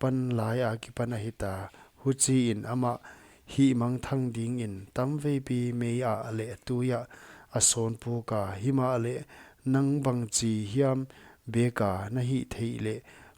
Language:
Paite Chin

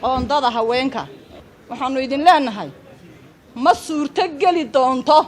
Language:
Somali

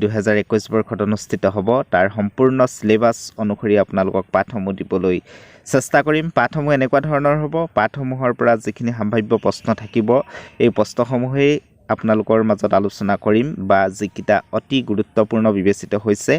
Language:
Assamese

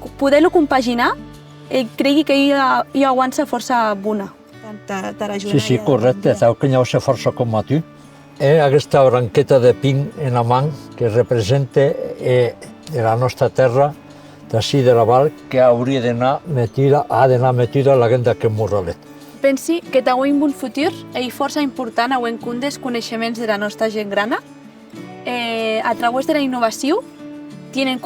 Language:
Occitan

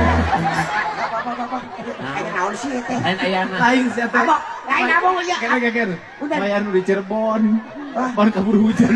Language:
Sundanese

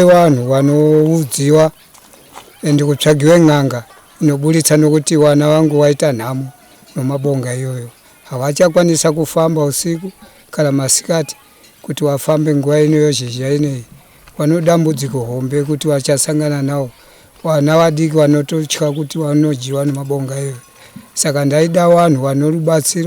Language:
Shona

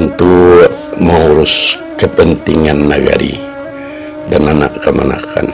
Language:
Minangkabau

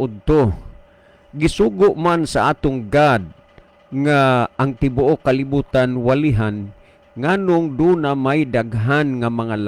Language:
Cebuano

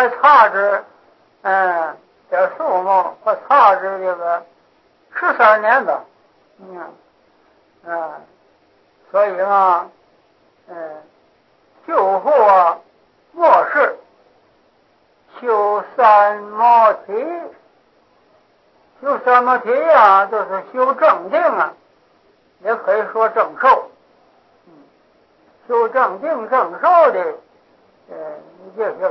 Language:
Chinese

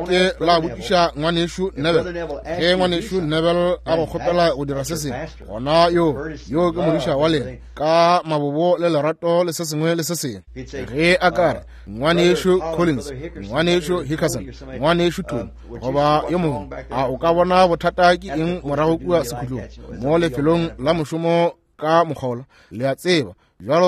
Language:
Northern Sotho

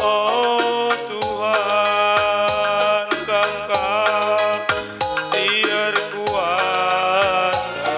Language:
Batak Karo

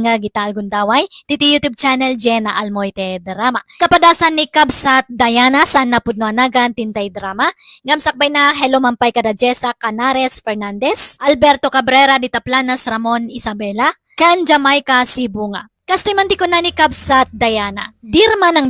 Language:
Iloko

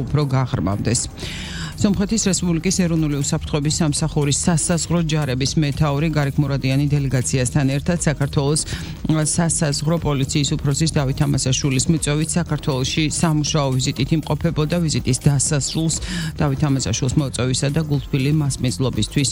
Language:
Georgian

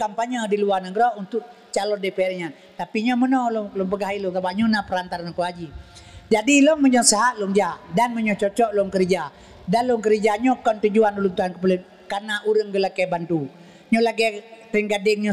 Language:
Achinese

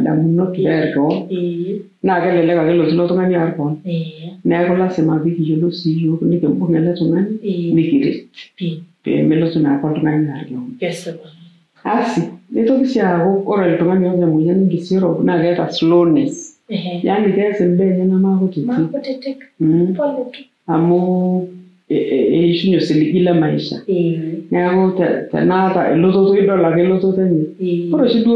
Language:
Masai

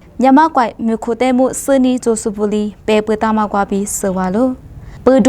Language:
Lisu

